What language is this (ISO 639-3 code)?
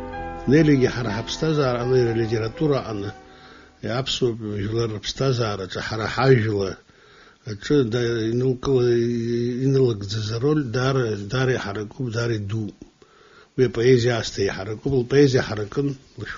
abk